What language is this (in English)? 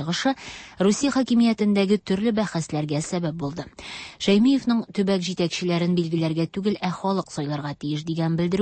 Tatar